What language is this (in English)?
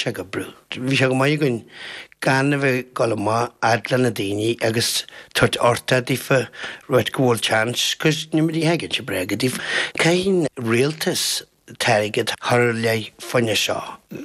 Irish